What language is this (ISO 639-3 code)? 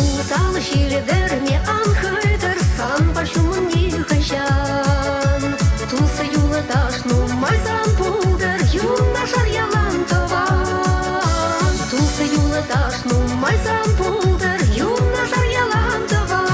chv